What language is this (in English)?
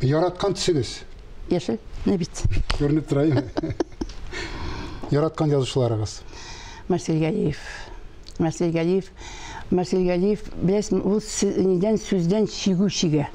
Tatar